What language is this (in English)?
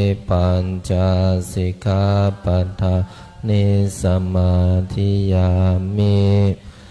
Pali